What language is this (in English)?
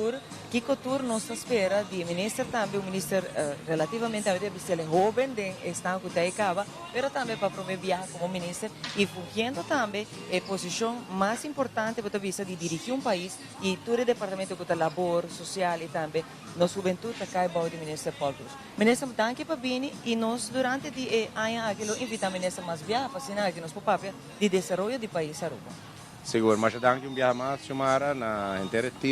Papiamento